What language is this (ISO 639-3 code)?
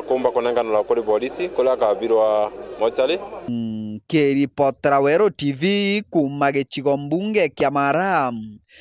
mer